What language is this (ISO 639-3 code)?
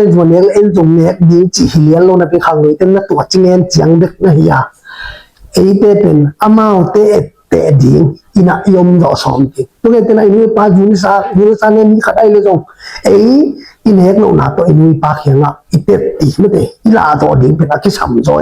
ctd